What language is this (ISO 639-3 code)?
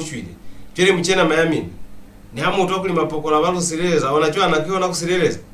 loz